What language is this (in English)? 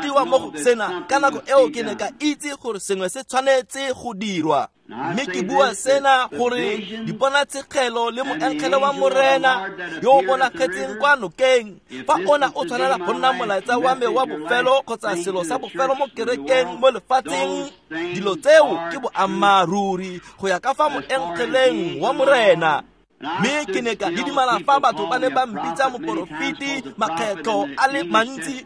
Tswana